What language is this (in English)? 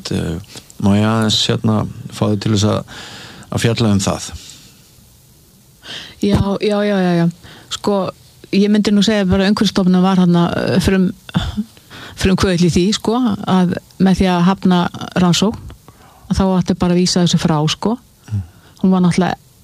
Icelandic